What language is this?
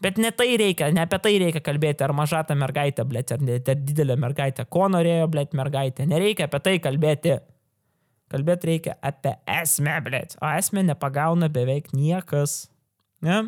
Lithuanian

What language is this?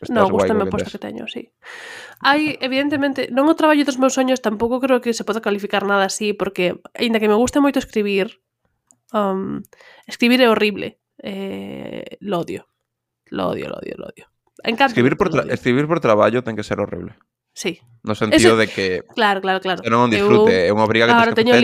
Galician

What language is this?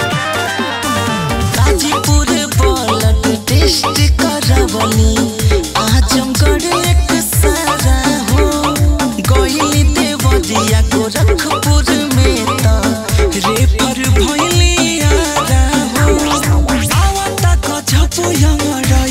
Bhojpuri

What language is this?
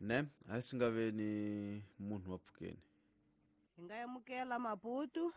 Tsonga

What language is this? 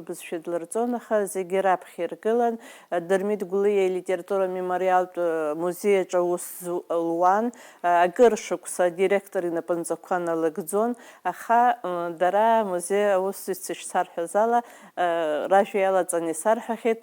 Abkhazian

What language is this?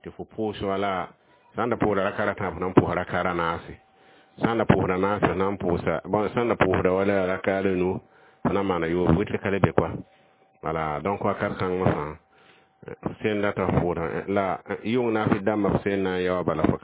Mossi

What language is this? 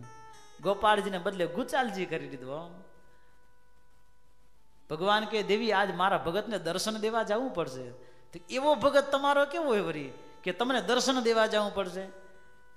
Gujarati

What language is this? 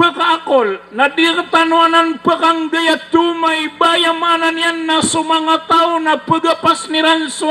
Maranao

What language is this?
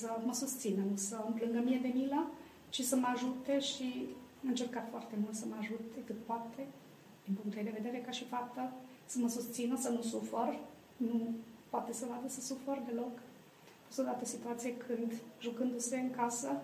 Romanian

